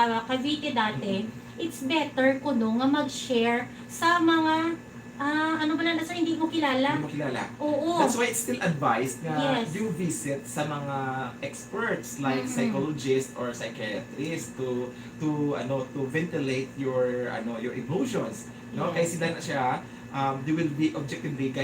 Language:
Hiligaynon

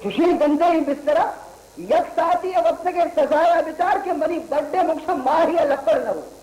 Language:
Baluchi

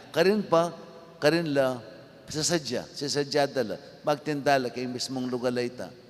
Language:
Pampanga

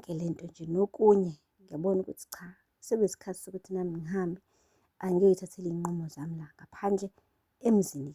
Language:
Zulu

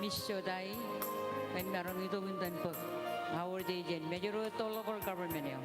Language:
Marshallese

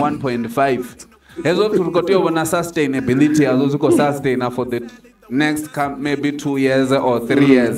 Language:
Venda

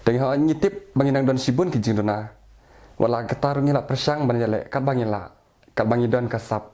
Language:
Khasi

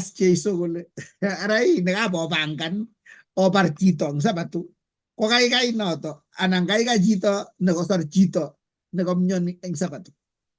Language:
Kalenjin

